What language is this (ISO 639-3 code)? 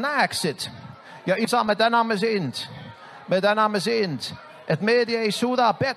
est